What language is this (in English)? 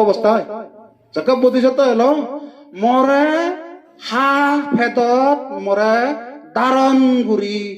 Chakma